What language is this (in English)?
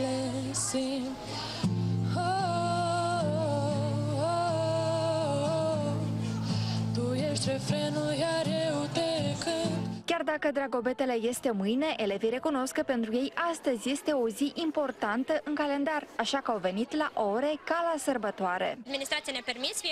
Romanian